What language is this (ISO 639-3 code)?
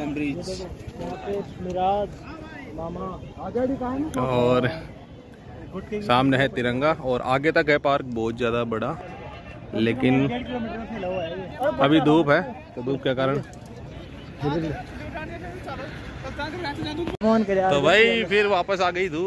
hin